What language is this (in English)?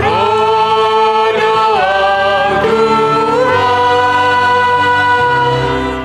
Batak Simalungun